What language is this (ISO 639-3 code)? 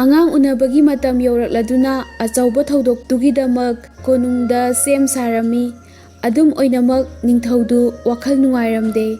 mni